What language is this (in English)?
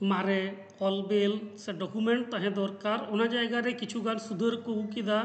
Santali